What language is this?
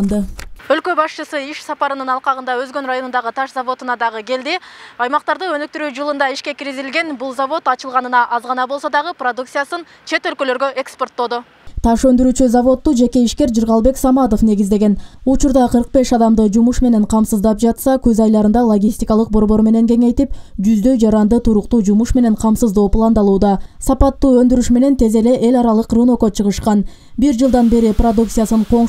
Kyrgyz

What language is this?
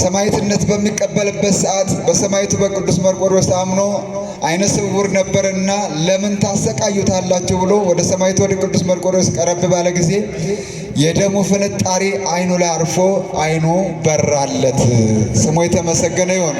Amharic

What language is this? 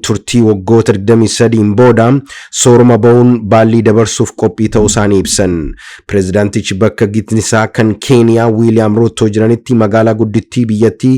Oromo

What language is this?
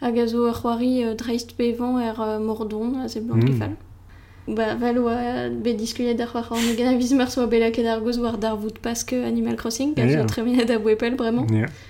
Breton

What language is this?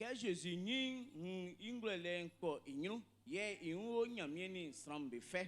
Baoulé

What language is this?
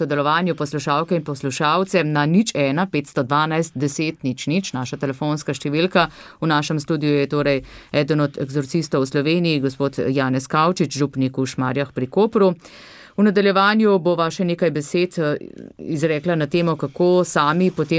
Slovenian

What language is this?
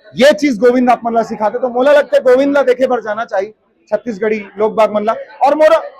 Chhattisgarhi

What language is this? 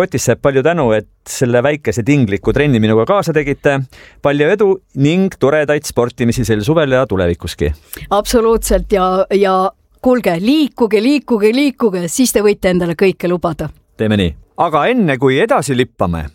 Estonian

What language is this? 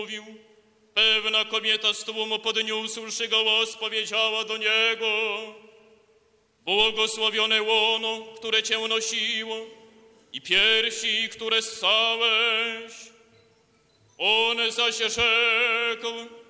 Polish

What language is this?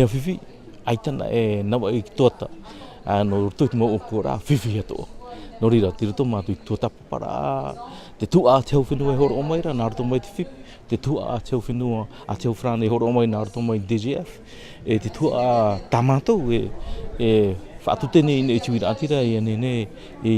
Tahitian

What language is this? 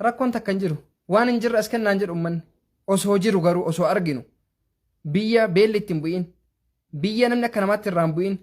Oromo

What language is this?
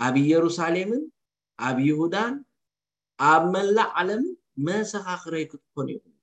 Tigrinya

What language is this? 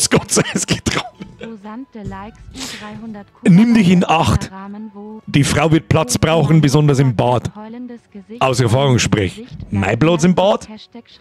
Bavarian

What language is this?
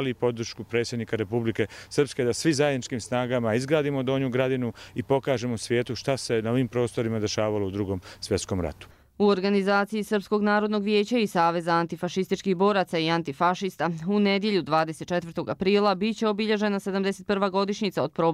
Croatian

